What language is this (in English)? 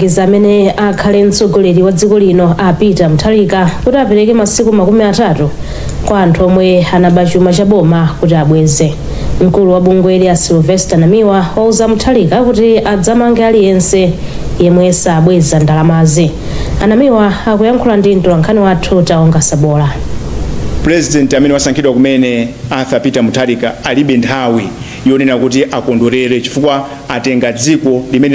Nyanja